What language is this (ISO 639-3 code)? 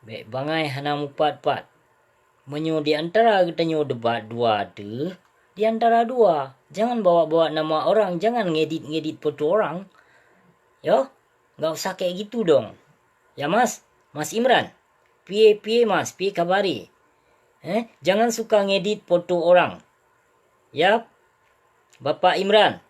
ace